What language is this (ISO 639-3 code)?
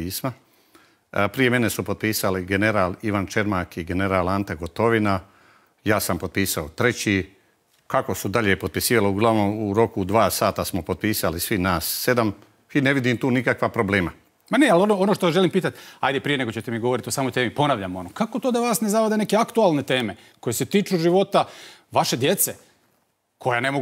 hrv